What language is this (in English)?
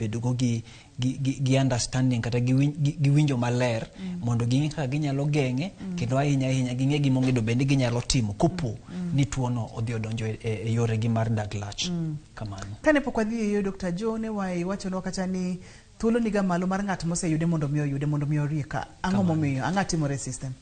Luo (Kenya and Tanzania)